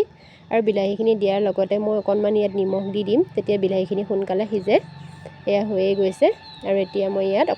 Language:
Assamese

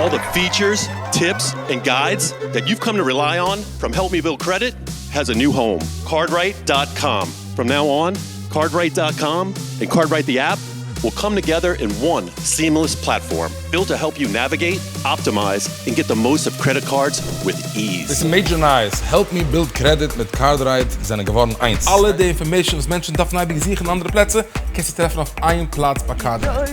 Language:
Yiddish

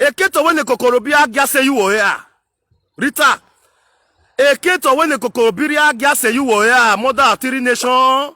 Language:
Nigerian Pidgin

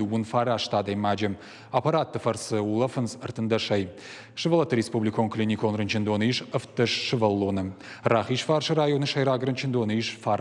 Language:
Ossetic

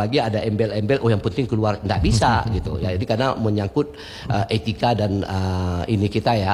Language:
Indonesian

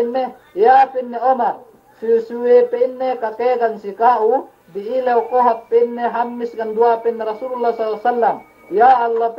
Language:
Yakan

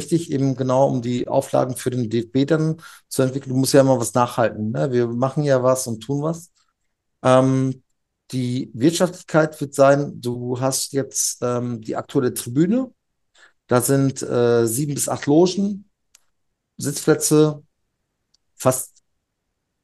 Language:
German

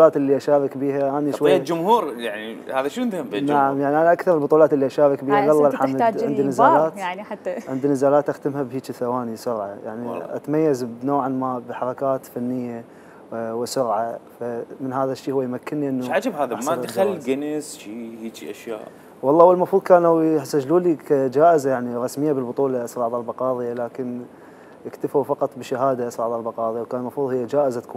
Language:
Mesopotamian Arabic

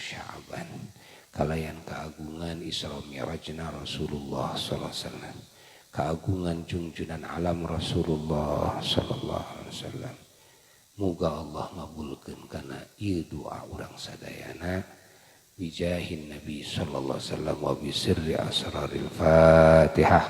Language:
Sundanese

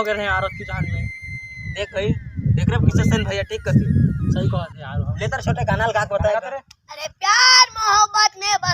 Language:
Chhattisgarhi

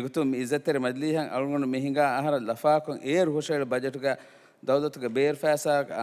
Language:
Divehi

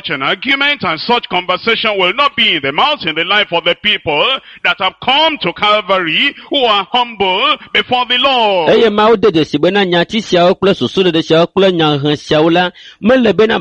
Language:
Ewe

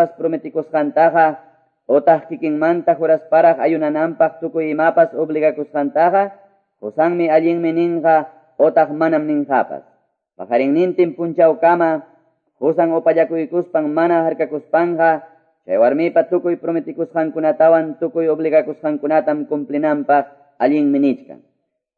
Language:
Quechua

